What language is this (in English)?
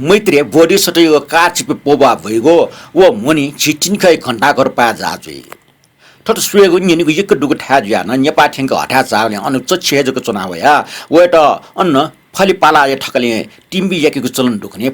Newari